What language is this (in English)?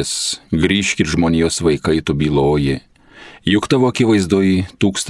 Lithuanian